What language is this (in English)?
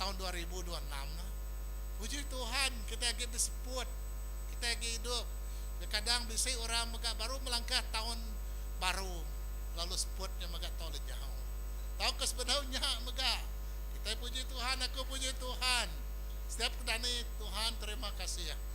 Iban